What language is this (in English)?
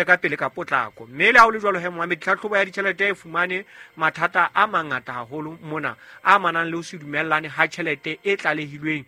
Southern Sotho